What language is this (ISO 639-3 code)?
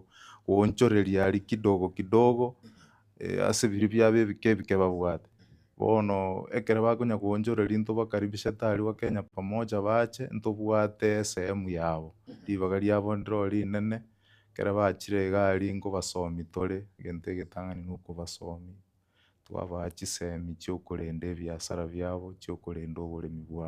guz